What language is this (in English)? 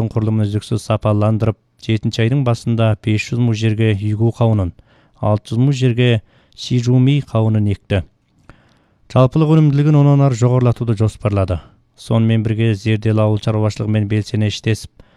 Kazakh